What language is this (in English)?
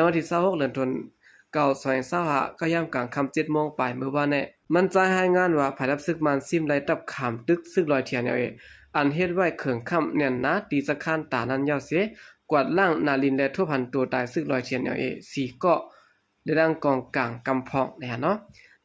Shan